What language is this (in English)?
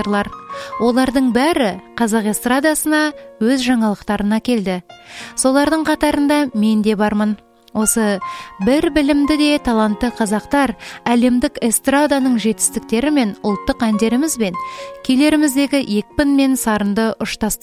Kazakh